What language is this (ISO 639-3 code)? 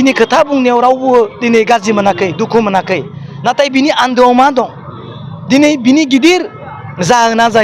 brx